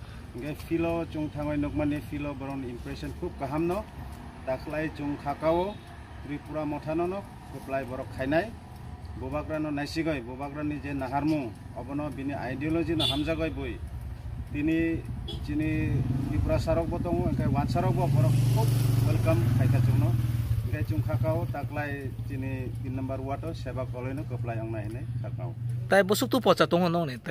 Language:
Kok Borok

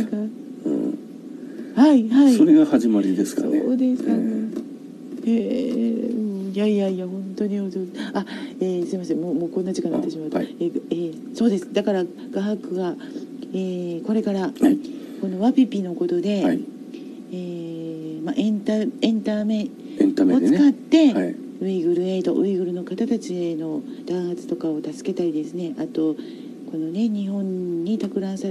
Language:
Japanese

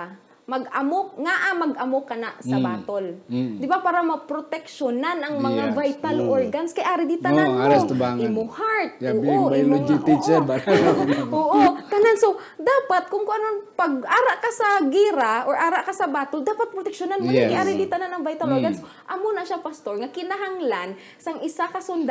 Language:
Hiligaynon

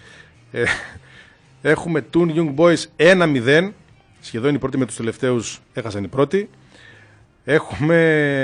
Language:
Greek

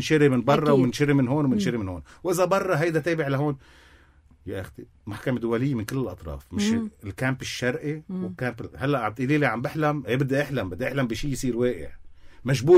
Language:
North Levantine Arabic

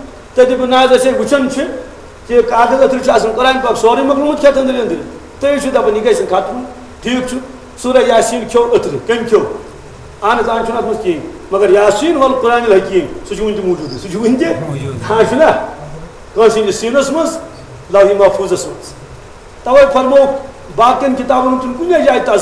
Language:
Kashmiri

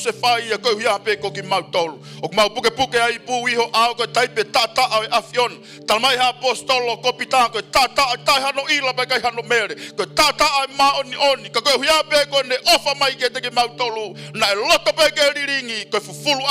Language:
Tongan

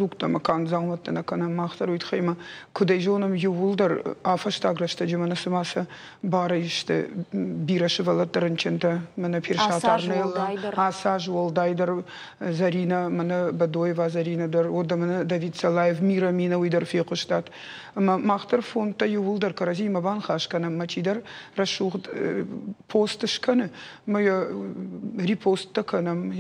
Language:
Ossetic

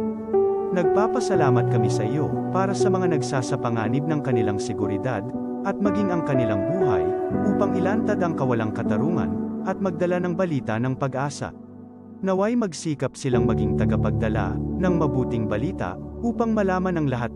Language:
Bikol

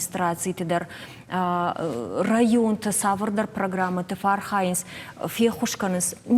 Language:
Ossetic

